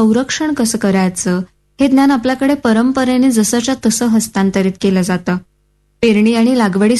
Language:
Marathi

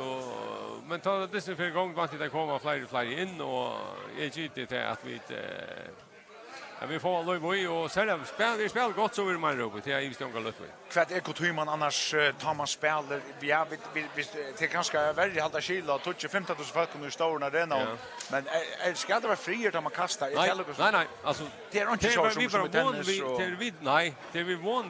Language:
Faroese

